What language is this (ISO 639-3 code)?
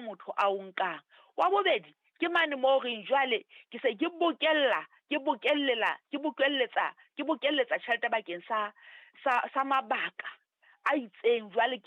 sot